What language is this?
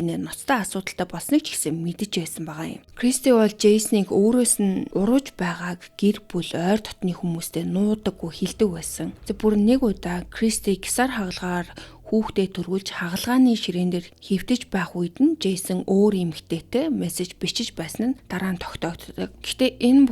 Mongolian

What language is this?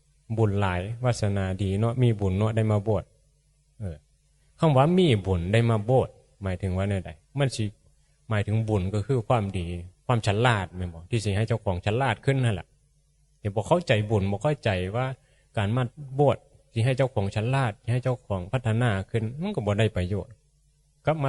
Northeastern Thai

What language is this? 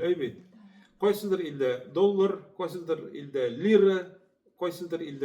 Tatar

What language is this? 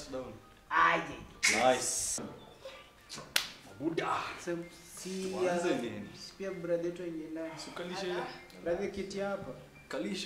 Swahili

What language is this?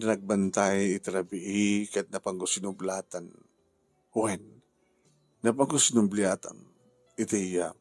Iloko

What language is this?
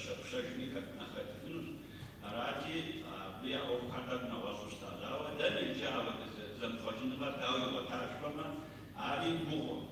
Kabardian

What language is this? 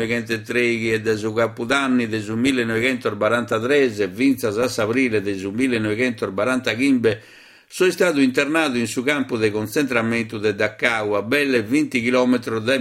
Sardinian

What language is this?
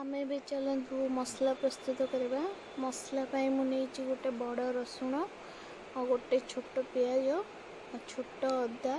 Odia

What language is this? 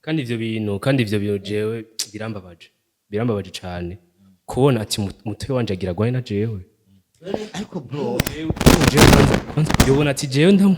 Rundi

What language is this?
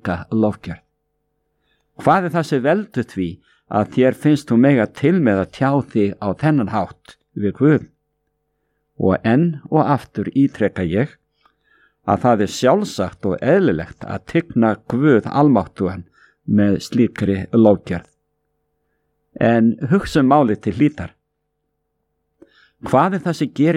Icelandic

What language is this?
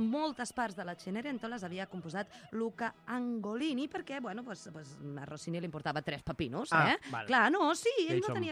Catalan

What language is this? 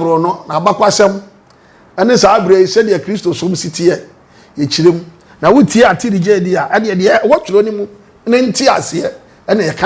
Akan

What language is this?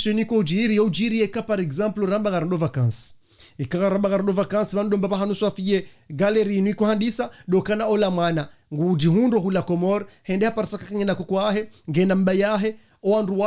Ngazidja Comorian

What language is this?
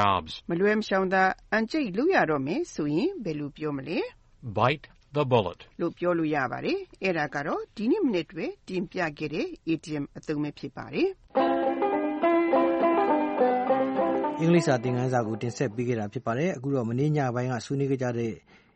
Burmese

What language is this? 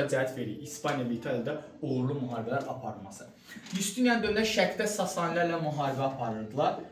Azerbaijani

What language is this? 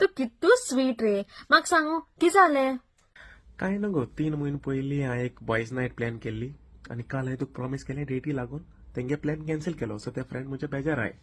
Konkani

